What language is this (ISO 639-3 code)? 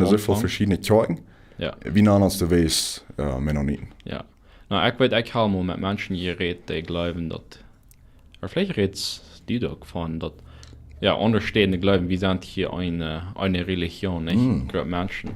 pdt